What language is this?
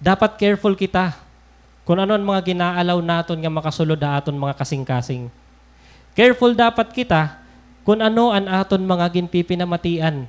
Waray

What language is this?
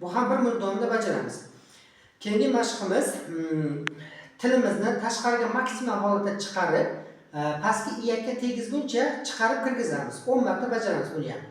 Uzbek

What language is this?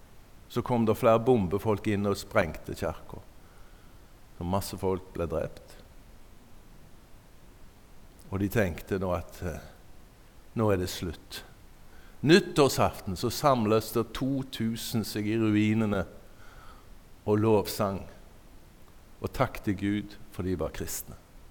Norwegian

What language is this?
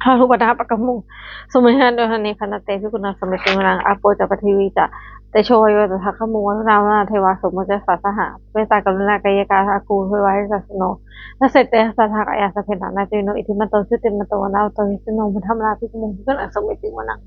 Pali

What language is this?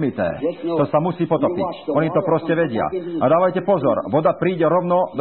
Slovak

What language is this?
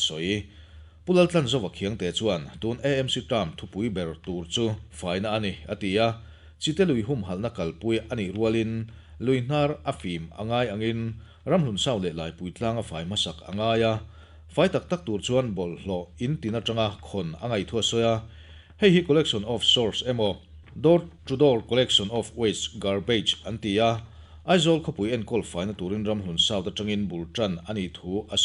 Mizo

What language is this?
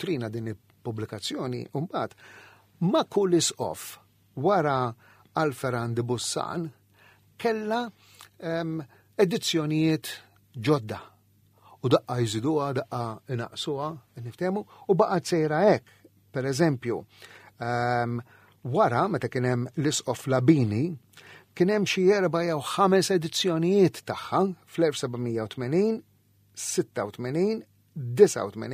Maltese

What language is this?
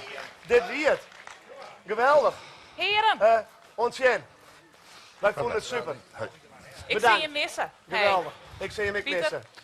Western Frisian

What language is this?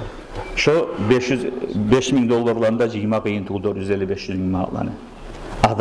Kumyk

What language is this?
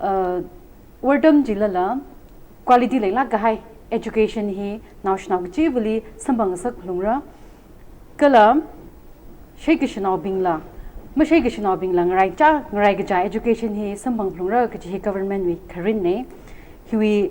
Tangkhul Naga (India)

